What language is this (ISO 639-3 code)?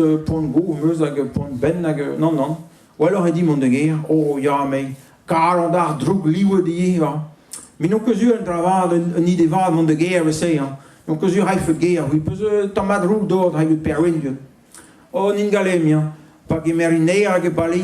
bre